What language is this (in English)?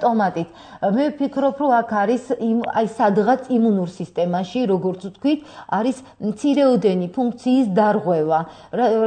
Georgian